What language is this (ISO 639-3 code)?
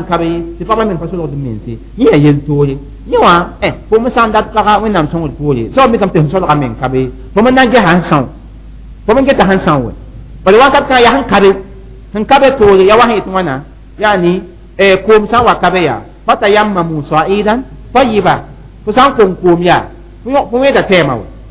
mos